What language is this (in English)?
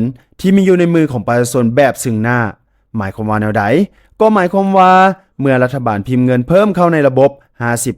Lao